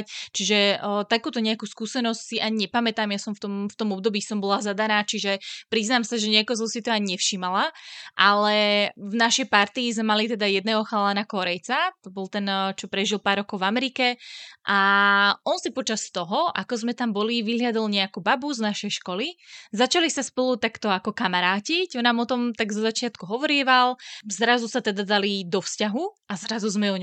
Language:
Slovak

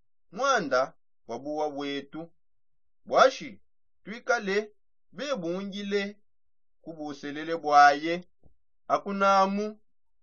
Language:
Songe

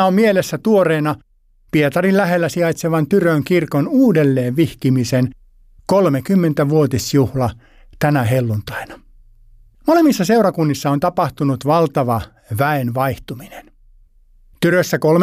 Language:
Finnish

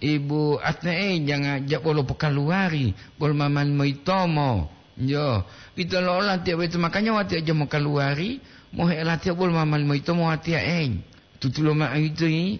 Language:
Gorontalo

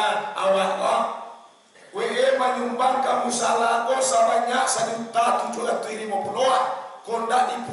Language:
Minangkabau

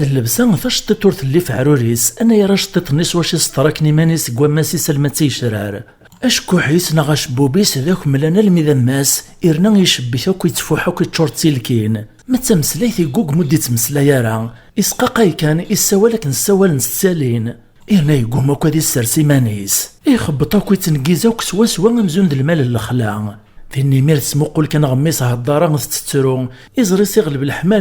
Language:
Kabyle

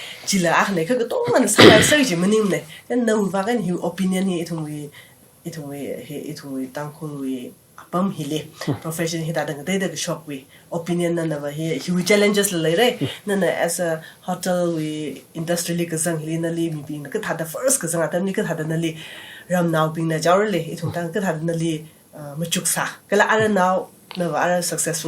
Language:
Tangkhul Naga (India)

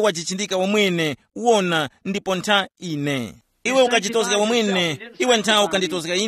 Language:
Tumbuka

